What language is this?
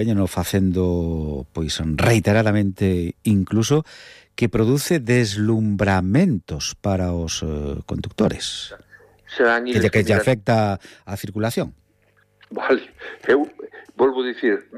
Galician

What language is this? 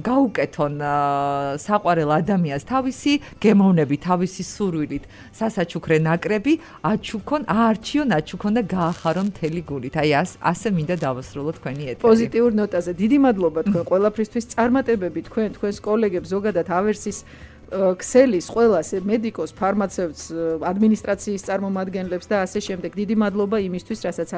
Georgian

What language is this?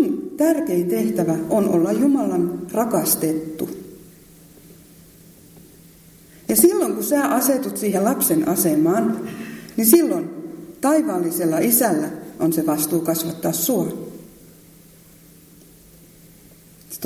Finnish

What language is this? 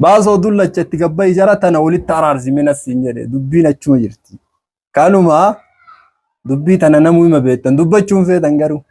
Oromo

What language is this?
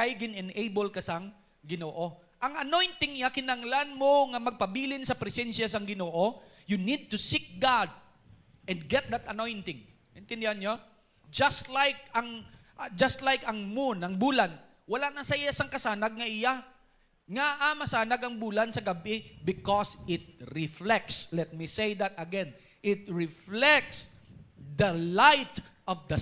Hiligaynon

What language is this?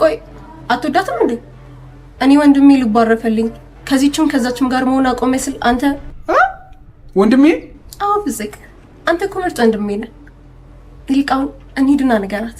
Amharic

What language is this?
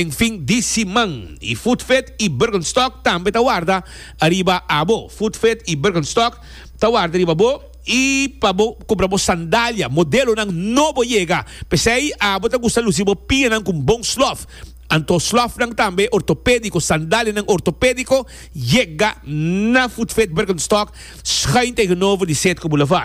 Papiamento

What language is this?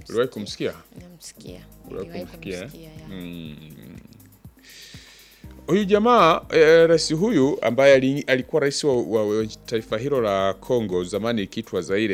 Swahili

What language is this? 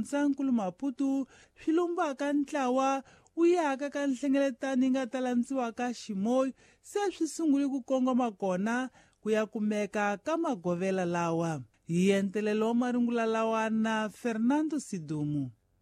Tsonga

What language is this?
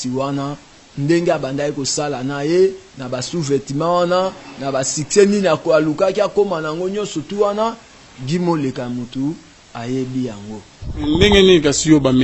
Lingala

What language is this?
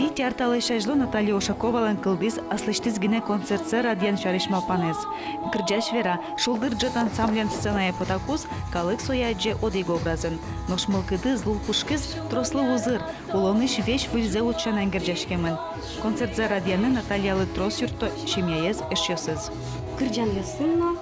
Udmurt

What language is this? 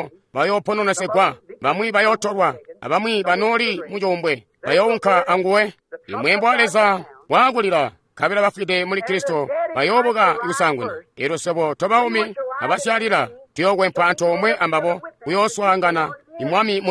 Tonga (Zambia)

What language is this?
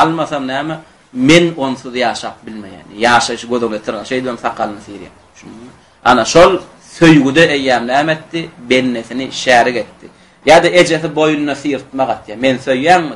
Turkmen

